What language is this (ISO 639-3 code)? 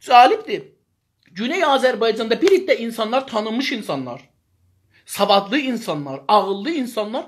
azb